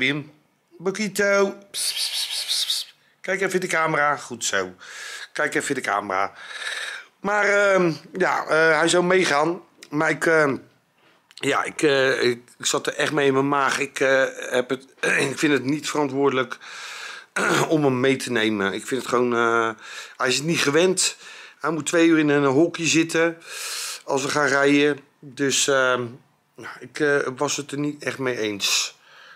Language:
Dutch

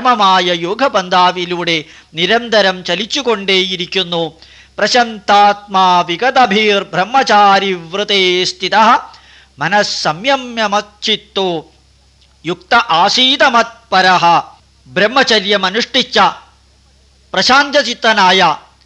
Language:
Malayalam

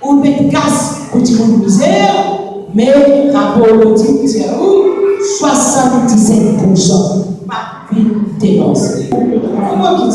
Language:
Morisyen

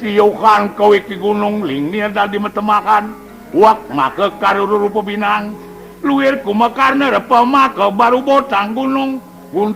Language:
Balinese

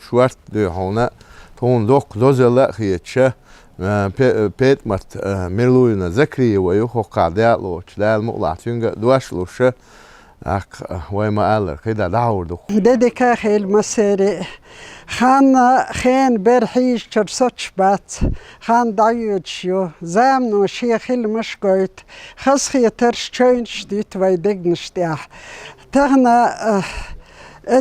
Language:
Chechen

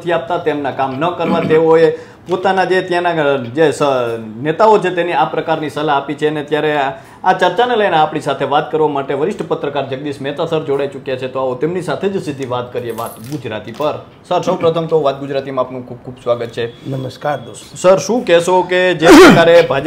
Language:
Gujarati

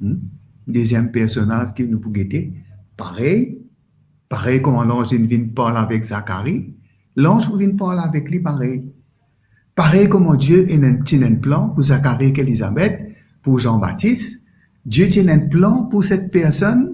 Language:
Morisyen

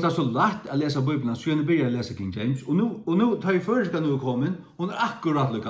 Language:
Faroese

